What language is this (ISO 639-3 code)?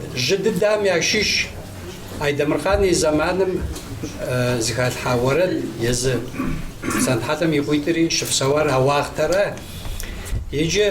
kbd